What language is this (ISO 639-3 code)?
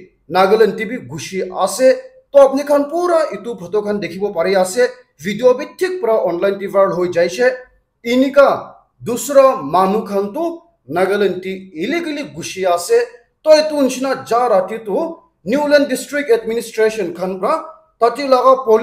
nag